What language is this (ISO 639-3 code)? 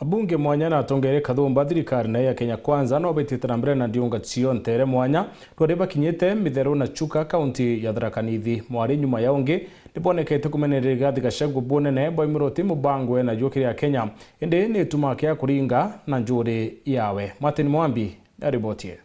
mer